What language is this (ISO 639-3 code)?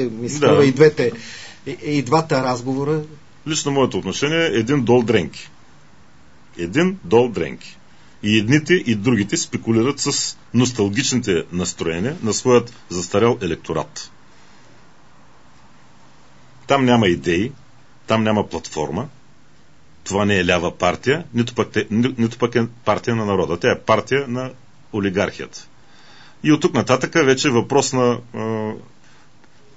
bul